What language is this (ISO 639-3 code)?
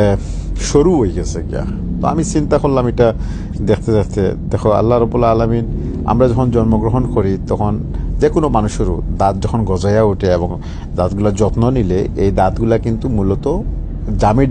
syl